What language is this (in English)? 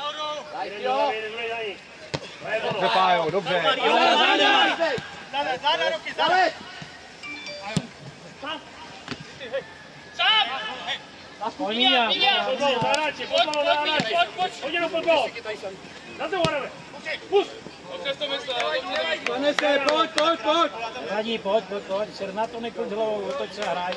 Czech